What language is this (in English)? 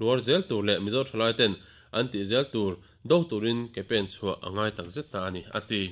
Mizo